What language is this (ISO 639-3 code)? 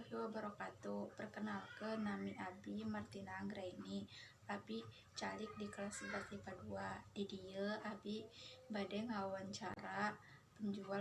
sun